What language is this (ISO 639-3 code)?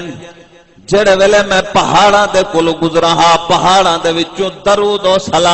skr